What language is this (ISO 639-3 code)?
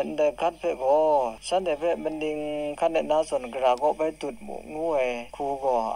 kac